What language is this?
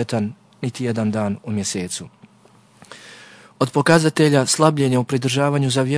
Bosnian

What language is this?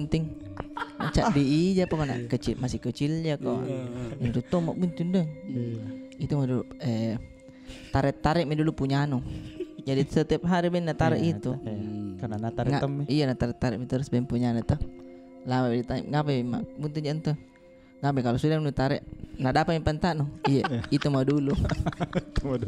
Makassar Malay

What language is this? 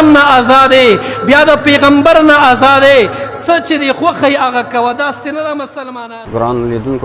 Pashto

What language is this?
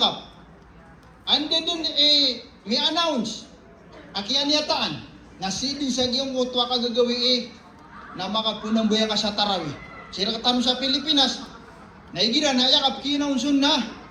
Maranao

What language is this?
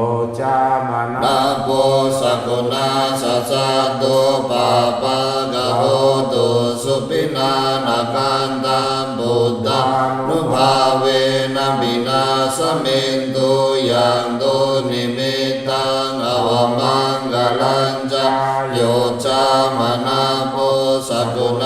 Pali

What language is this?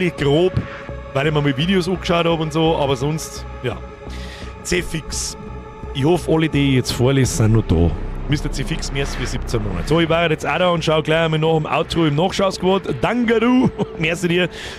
Bavarian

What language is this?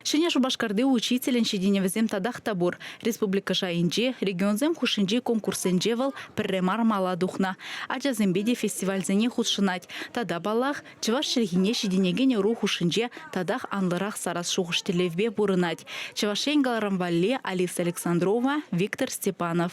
Chuvash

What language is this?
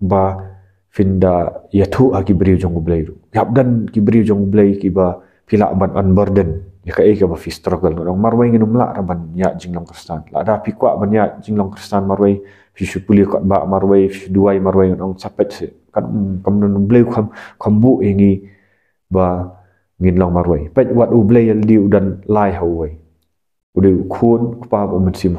Khasi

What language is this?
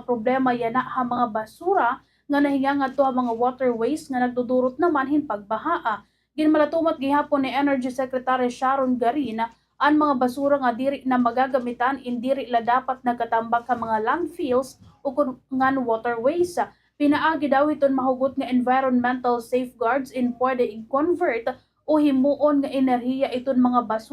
Waray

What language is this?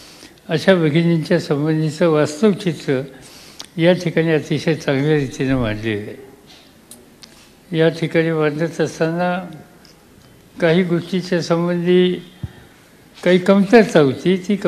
Marathi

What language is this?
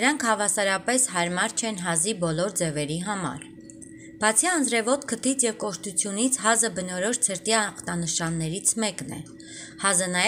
Armenian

